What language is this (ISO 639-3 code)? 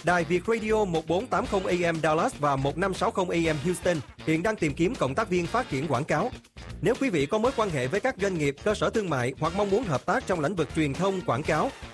vie